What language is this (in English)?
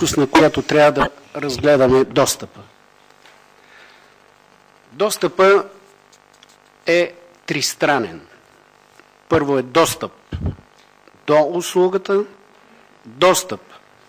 Bulgarian